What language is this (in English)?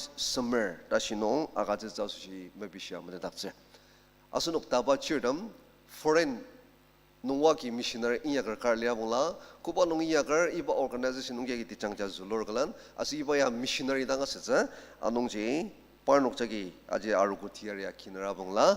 Ao Naga